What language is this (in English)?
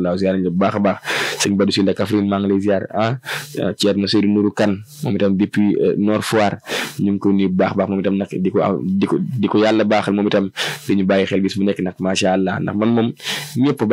Wolof